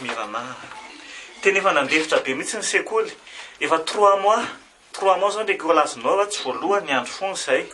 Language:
Malagasy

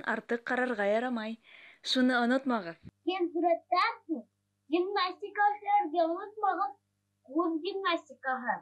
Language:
Bashkir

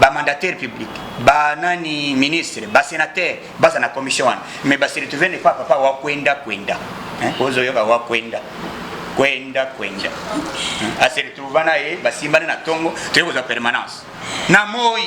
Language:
Lingala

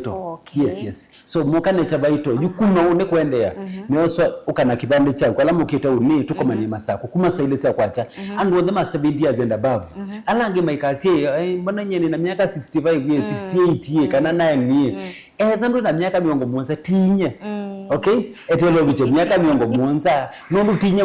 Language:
Kamba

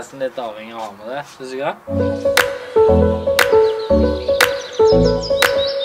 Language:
Norwegian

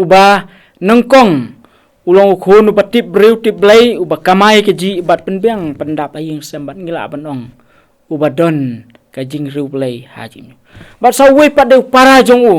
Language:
Khasi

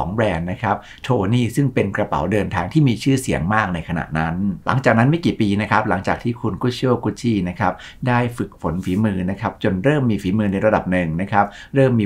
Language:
Thai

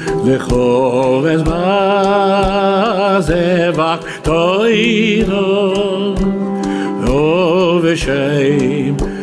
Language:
Hebrew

